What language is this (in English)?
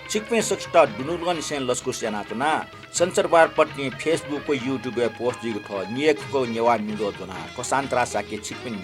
Newari